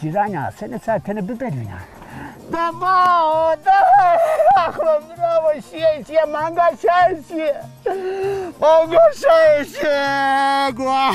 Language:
Zaza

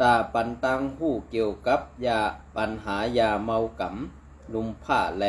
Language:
Shan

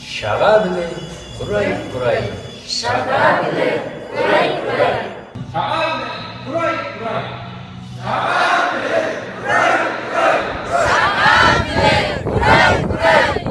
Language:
Tuvinian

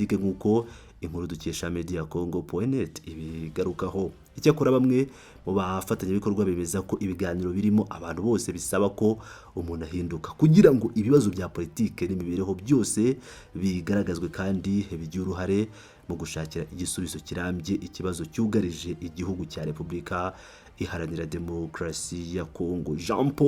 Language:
Kinyarwanda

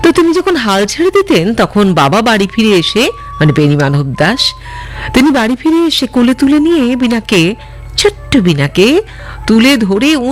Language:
Bangla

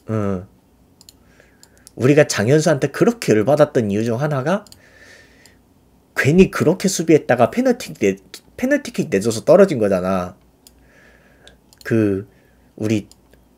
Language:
Korean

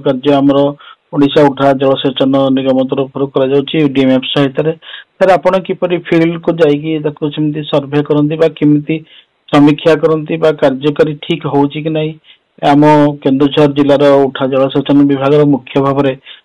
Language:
Odia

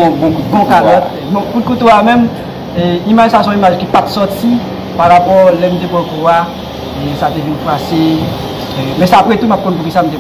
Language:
Haitian Creole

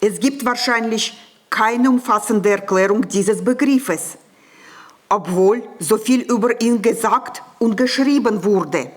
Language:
Swiss German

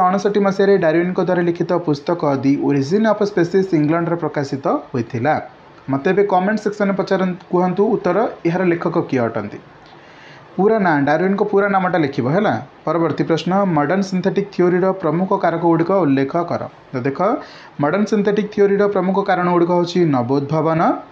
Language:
Odia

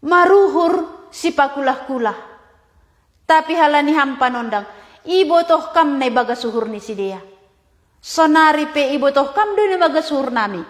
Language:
Batak Simalungun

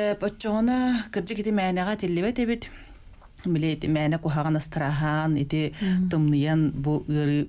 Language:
Yakut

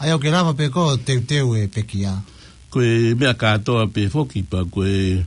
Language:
Tongan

